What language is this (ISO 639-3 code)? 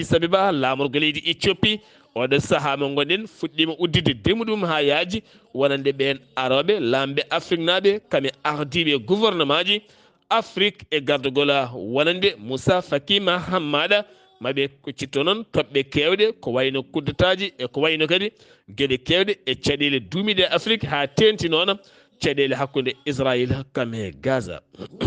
ful